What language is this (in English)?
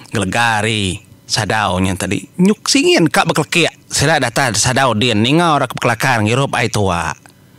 Iban